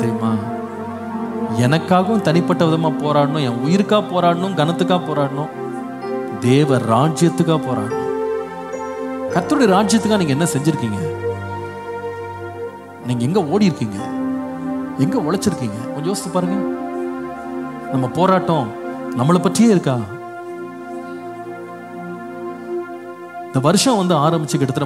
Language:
Tamil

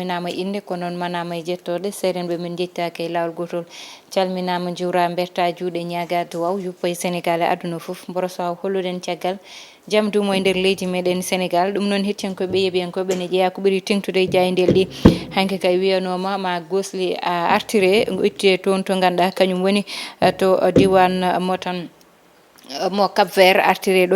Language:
Fula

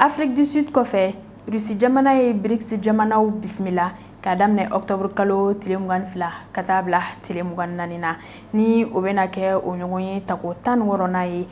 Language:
Bambara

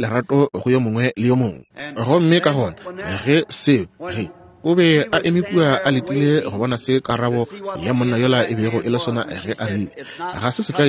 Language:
Northern Sotho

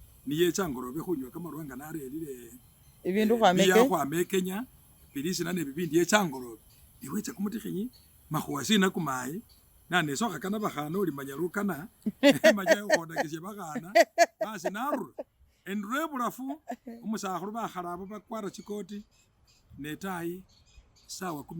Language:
Masaaba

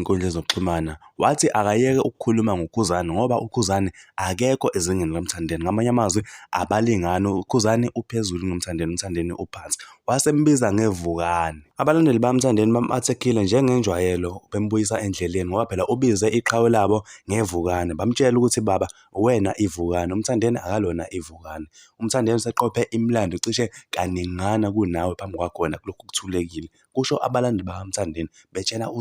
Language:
Zulu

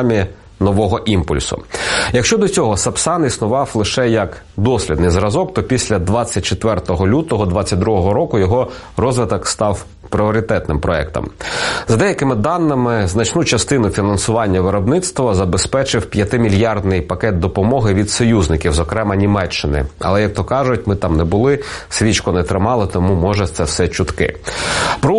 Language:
Ukrainian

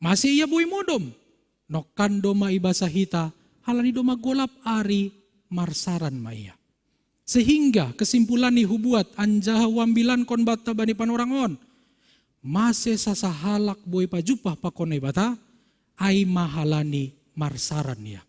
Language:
Batak Simalungun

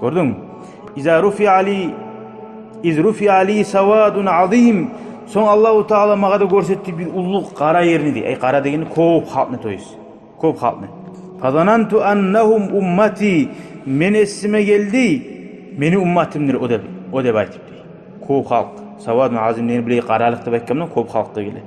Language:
Kumyk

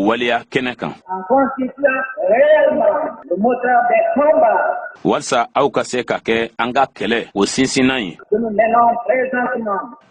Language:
Bambara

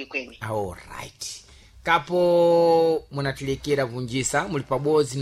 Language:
Sena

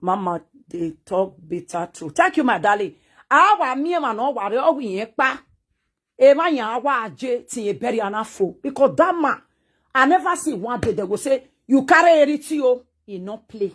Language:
Nigerian Pidgin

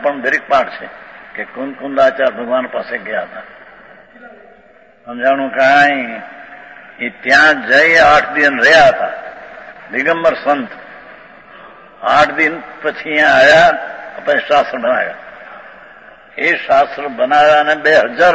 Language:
Gujarati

